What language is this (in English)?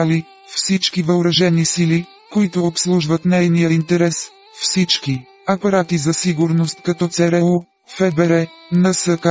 Bulgarian